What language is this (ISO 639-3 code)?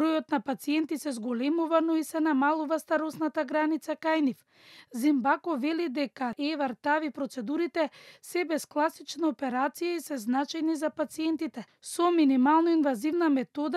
mkd